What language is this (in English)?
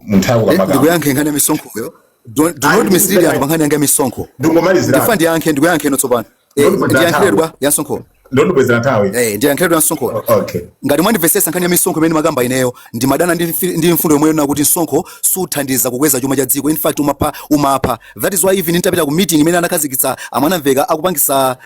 Nyanja